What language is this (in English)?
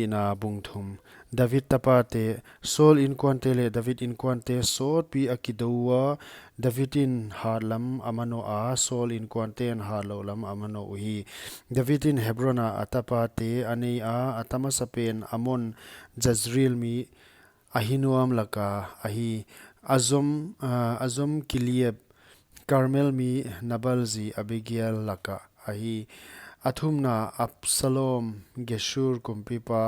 Paite Chin